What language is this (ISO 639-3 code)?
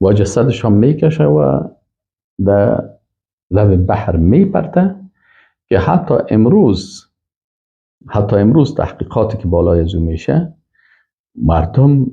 fas